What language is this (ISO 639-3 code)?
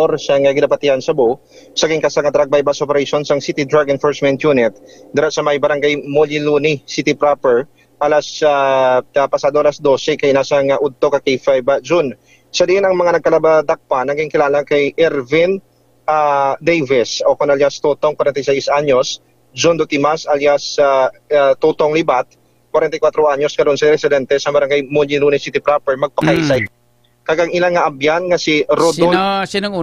hil